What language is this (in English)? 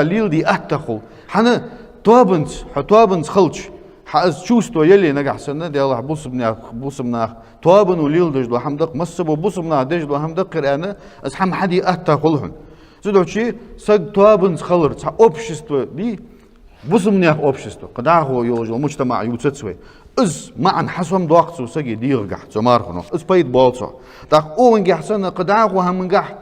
Ingush